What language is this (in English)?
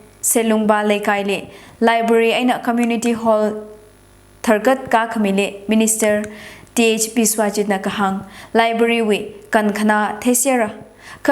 Tangkhul Naga (India)